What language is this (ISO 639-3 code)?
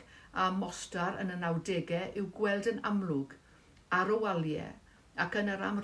cym